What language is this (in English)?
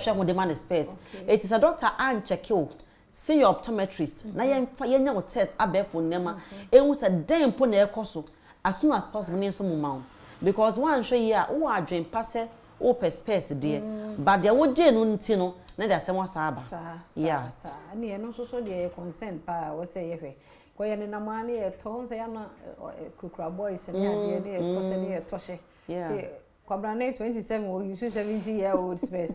Akan